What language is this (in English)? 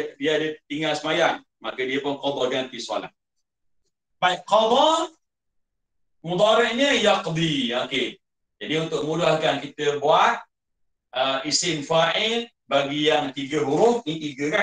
Malay